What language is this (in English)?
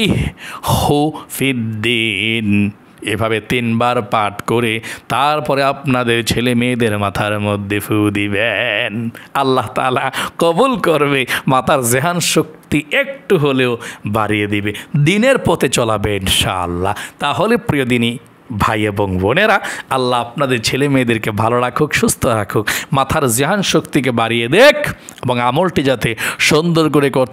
Bangla